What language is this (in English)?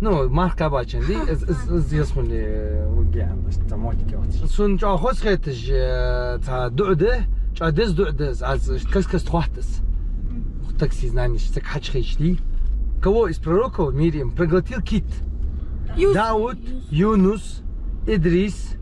Ingush